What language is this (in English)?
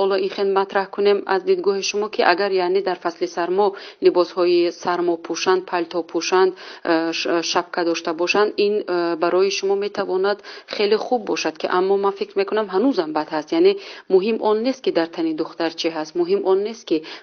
Tajik